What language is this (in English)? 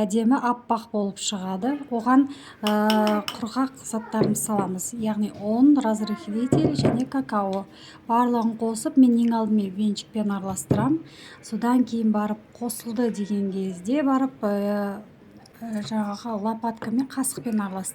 Kazakh